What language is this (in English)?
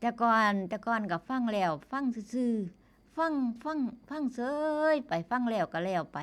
Northeastern Thai